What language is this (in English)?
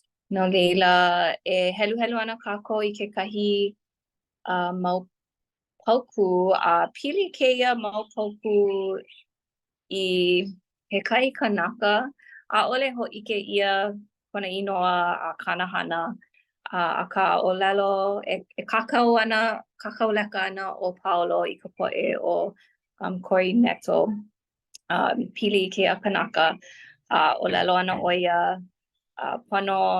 Hawaiian